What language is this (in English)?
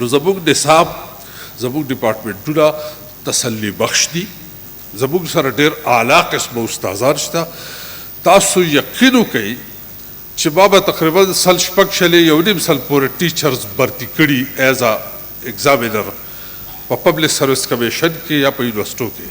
Pashto